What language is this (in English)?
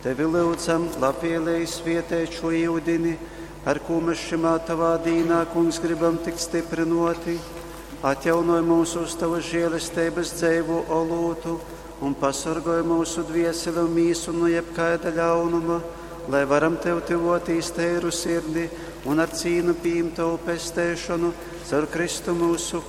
Latgalian